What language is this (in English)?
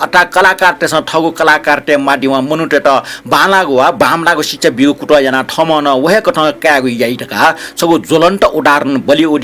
Newari